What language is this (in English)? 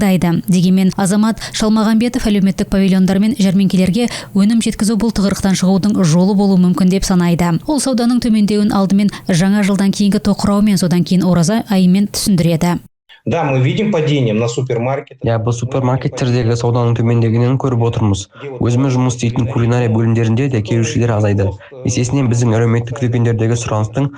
Kazakh